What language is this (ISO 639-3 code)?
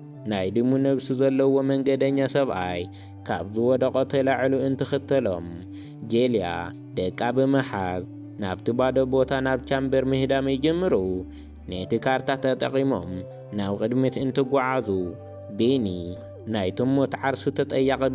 tir